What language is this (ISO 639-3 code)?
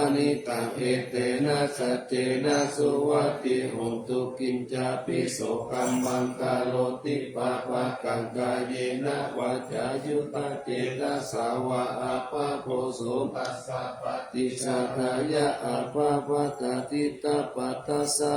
pli